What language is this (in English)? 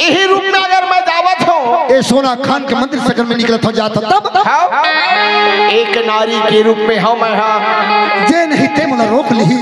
Chhattisgarhi